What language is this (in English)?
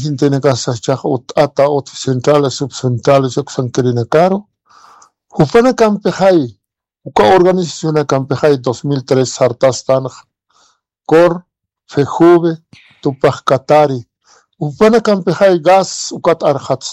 Aymara